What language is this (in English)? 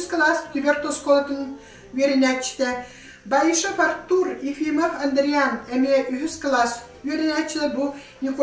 Yakut